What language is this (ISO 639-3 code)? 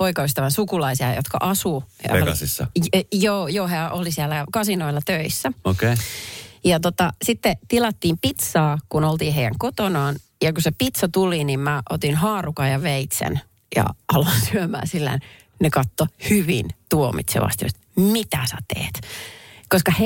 fin